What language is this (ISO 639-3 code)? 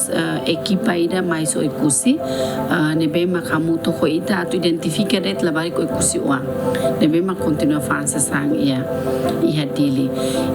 tet